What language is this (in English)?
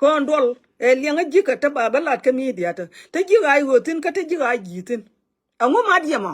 Nuer